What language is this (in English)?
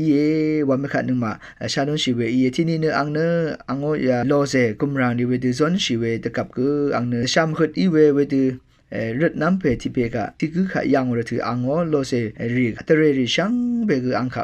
Rawang